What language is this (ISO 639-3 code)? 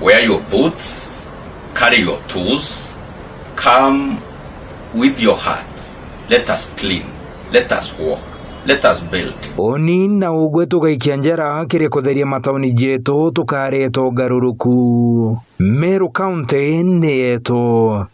mer